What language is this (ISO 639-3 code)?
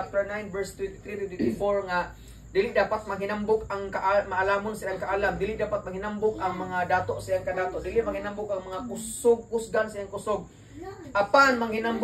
ceb